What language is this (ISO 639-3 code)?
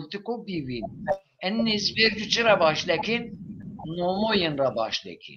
zza